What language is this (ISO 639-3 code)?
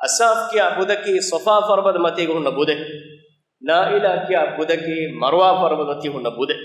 div